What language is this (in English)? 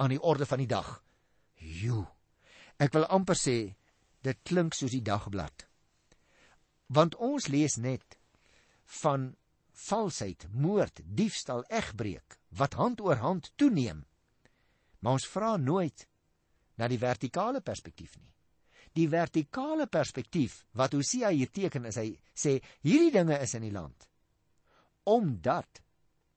Afrikaans